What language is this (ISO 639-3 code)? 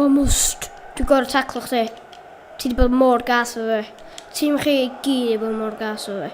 cym